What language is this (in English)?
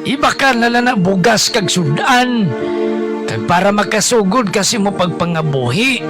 Hiligaynon